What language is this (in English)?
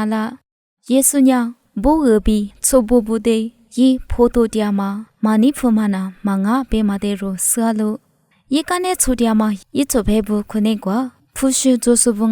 Lisu